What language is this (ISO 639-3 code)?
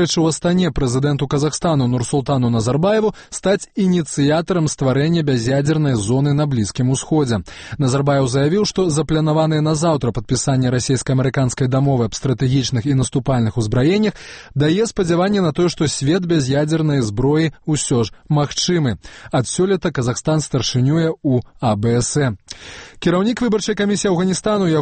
bel